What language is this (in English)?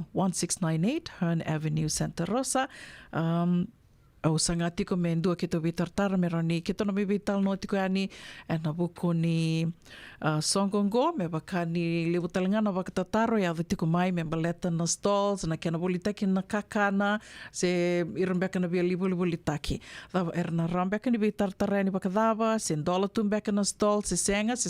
Fijian